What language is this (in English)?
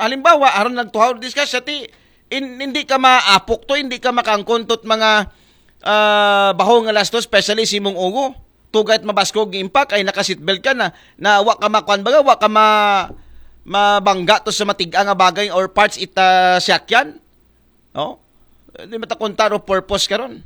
Aklanon